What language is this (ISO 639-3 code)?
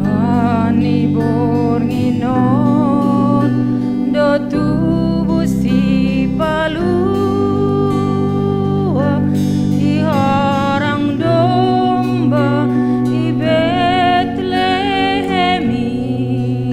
bts